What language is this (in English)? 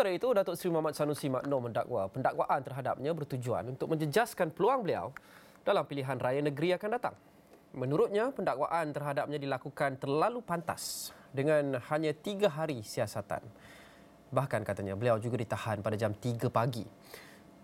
Malay